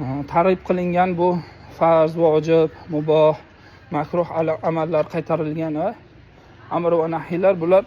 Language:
Uzbek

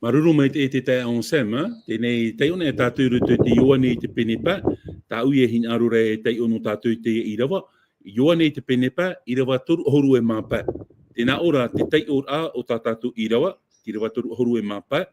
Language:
Tahitian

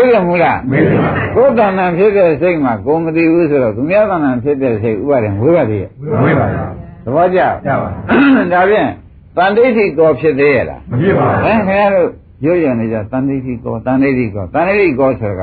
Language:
Burmese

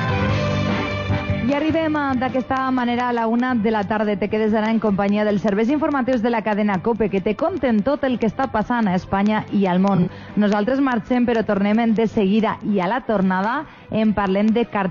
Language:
Catalan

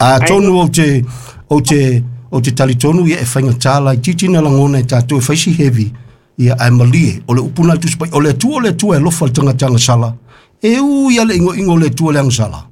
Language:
Samoan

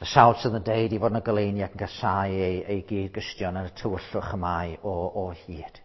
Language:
Welsh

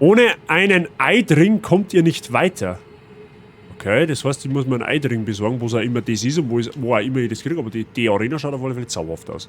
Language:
Bavarian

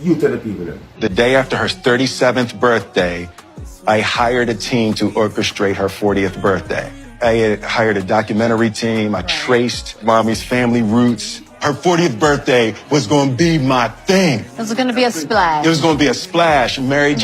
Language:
Jamaican Creole English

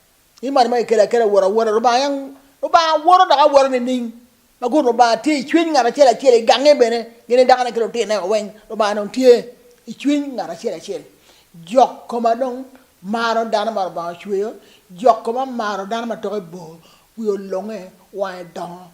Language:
Acoli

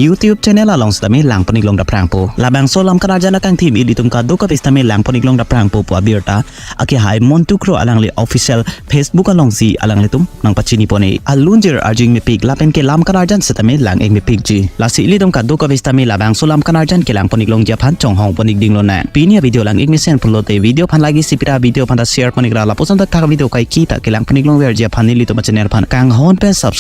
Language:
Karbi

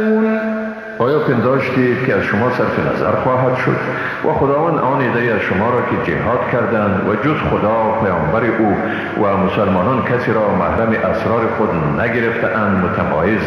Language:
Persian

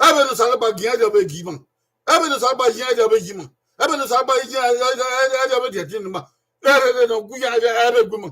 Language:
Bini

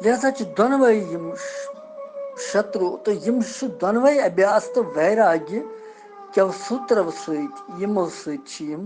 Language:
Kashmiri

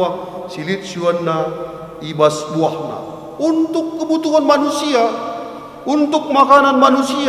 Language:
Batak Karo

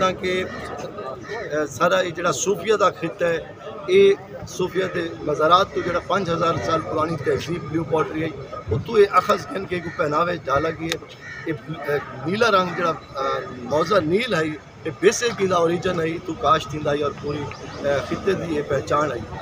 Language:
Saraiki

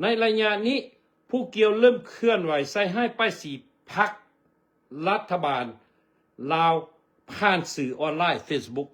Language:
Lao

